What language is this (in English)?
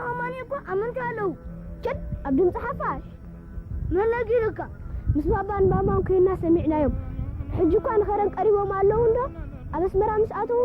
Tigrinya